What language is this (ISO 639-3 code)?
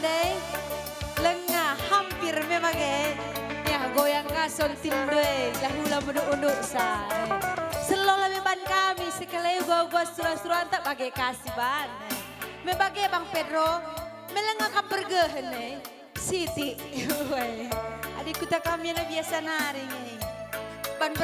btx